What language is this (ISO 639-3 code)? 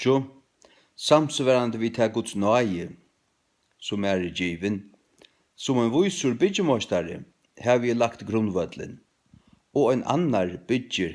fao